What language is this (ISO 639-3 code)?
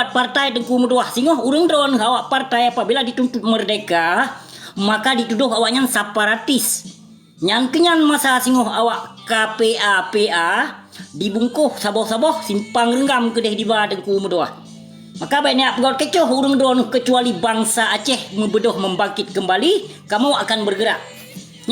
ace